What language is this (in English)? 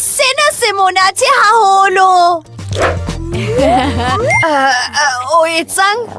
Southern Sotho